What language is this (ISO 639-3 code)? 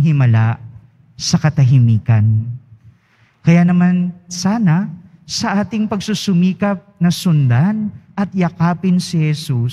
fil